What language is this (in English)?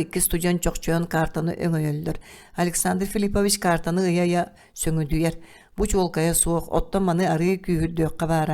Yakut